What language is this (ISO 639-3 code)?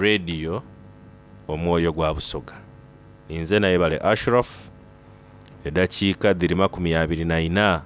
xog